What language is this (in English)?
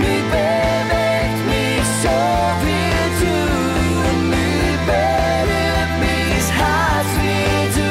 Swiss German